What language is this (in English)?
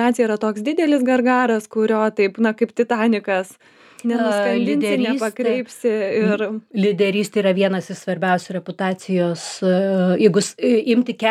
Lithuanian